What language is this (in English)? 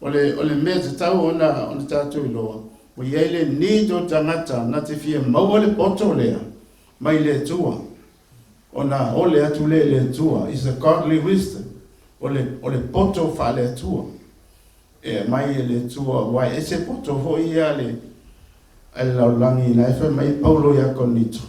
Samoan